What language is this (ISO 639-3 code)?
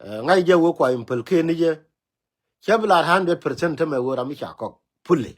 nus